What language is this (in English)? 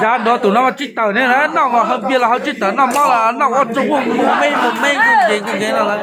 Hmong